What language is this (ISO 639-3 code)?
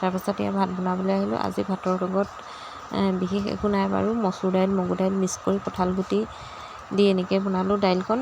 asm